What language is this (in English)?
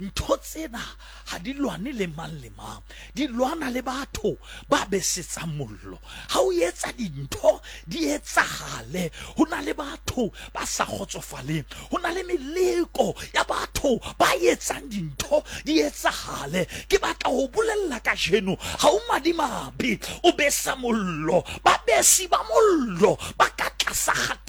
Southern Sotho